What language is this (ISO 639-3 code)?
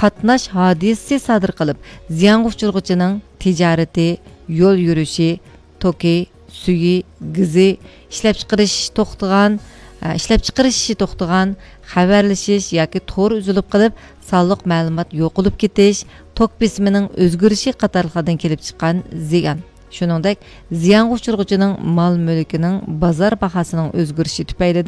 uig